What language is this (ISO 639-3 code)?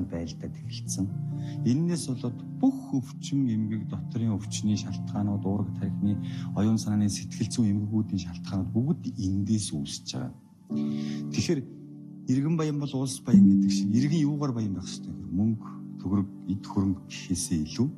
mon